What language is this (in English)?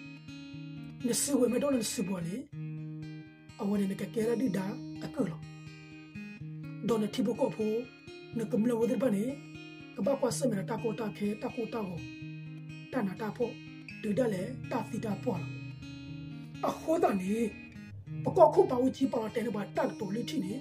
S'gaw Karen